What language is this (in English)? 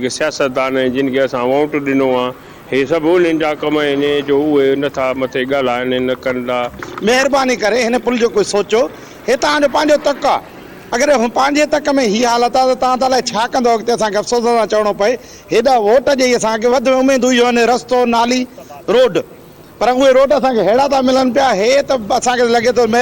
Sindhi